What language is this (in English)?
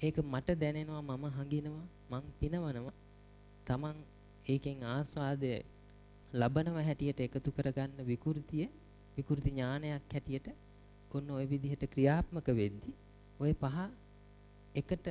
Sinhala